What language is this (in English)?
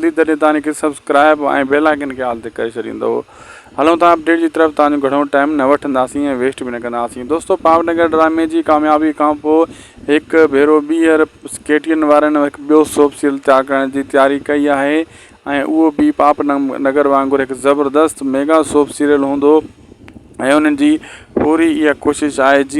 Sindhi